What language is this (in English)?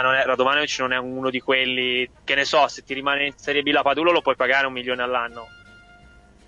Italian